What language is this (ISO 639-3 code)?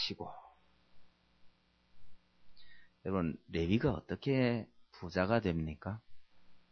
kor